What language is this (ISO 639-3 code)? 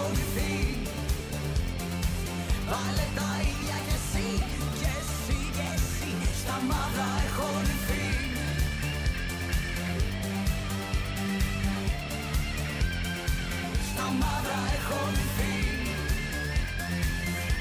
ell